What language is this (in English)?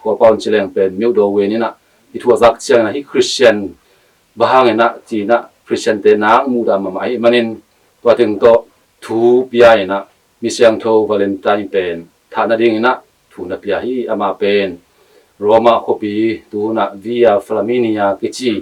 Tedim Chin